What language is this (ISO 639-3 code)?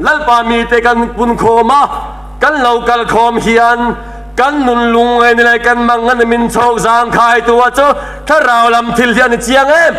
lus